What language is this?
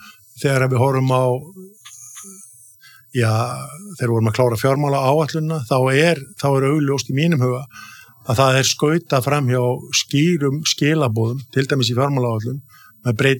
Icelandic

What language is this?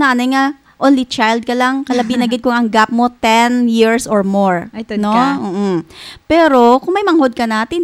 Hiligaynon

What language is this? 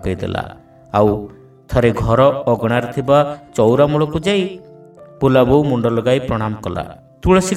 Odia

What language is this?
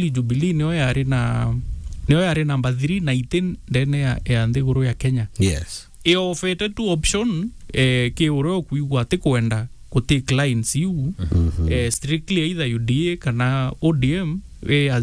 Meru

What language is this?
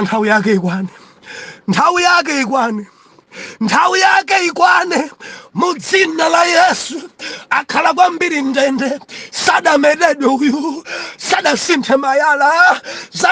Nyanja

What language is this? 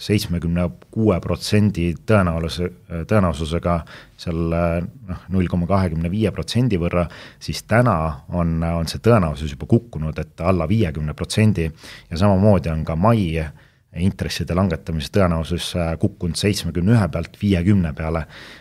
Estonian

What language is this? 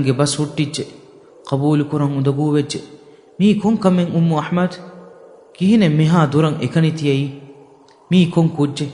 Divehi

